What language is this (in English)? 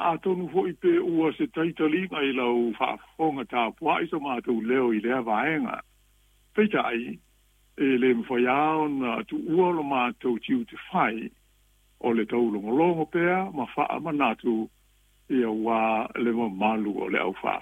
Samoan